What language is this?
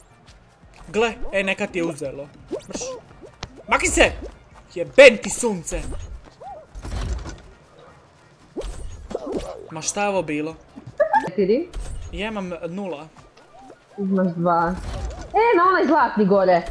Croatian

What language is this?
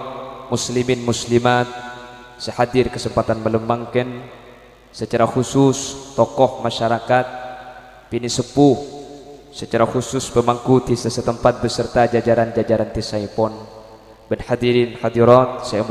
Madurese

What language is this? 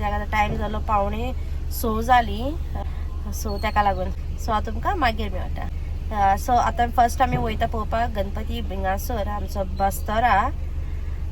Konkani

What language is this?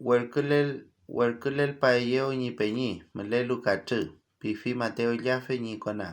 Mapuche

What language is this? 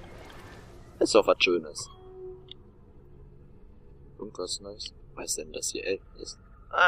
German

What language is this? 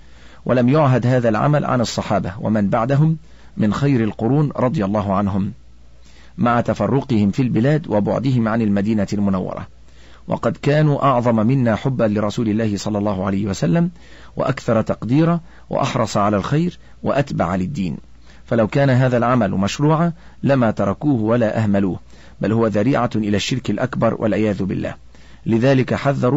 Arabic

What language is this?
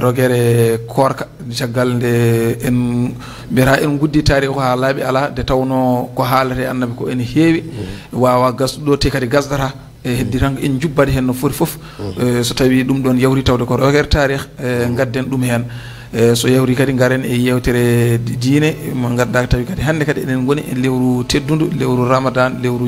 Fula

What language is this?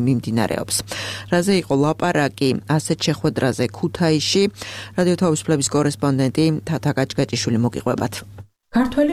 Georgian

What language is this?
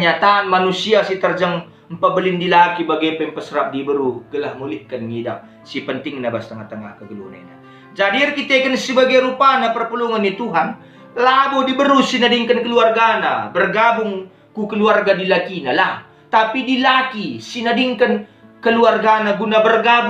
Batak Karo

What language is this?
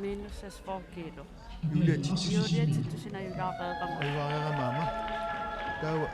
Kalaallisut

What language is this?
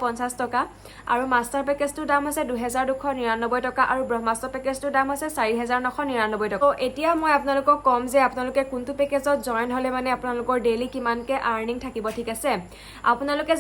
Assamese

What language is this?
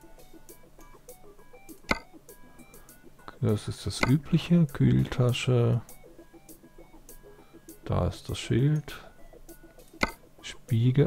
German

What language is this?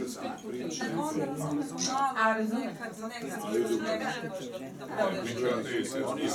Serbian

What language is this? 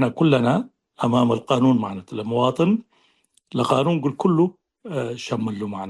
Tigre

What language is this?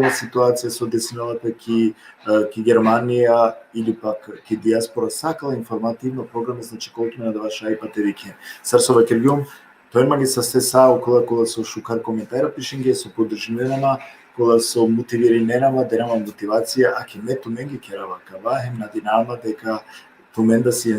Balkan Romani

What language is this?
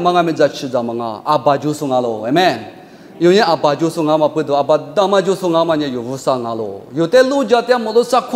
Lisu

